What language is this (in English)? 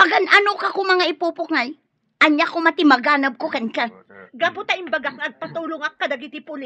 Iloko